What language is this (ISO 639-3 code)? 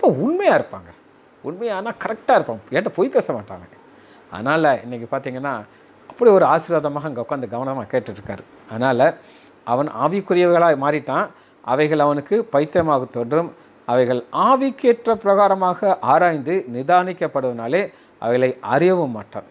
tam